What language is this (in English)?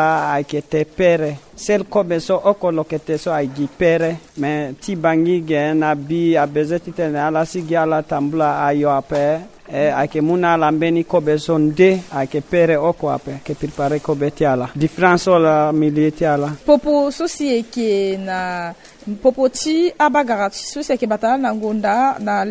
Sango